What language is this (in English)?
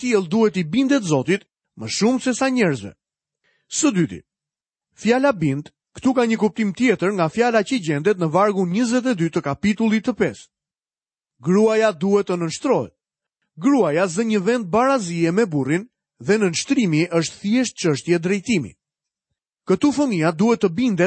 Albanian